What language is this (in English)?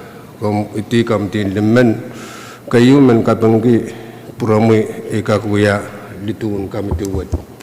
Pohnpeian